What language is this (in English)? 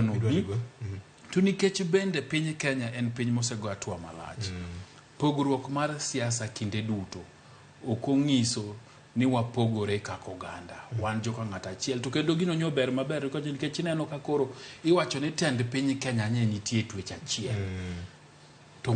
Luo (Kenya and Tanzania)